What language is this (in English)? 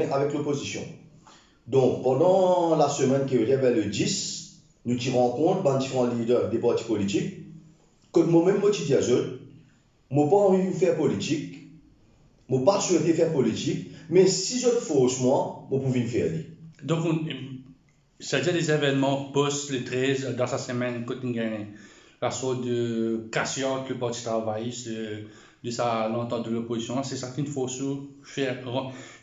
Morisyen